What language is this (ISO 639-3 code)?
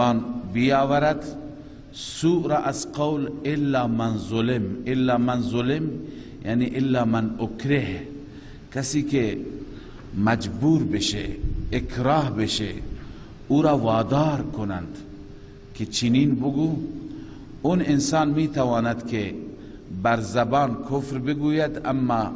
fas